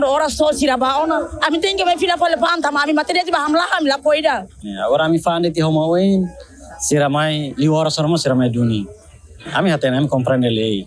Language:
Tetum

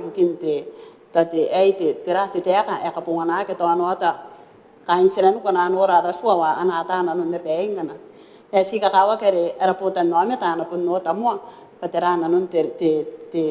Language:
Gilbertese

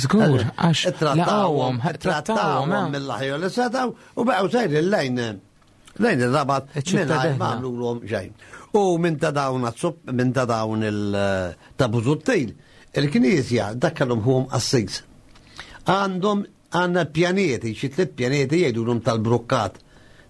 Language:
Maltese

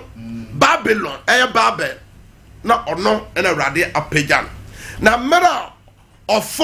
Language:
Akan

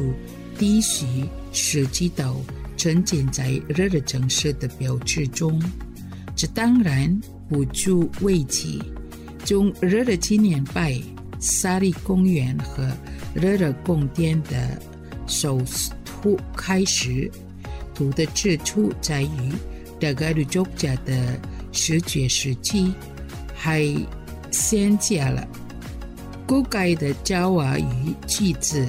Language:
Chinese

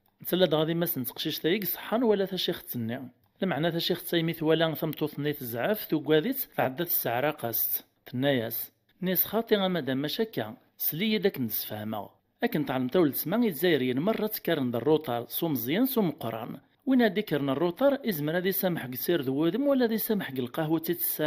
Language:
Kabyle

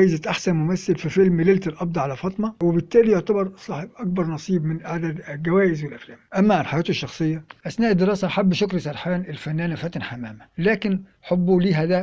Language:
Egyptian Arabic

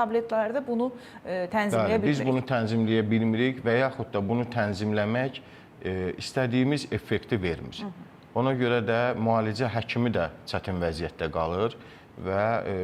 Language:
Azerbaijani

